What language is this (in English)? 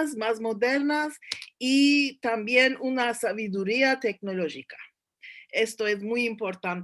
Ladino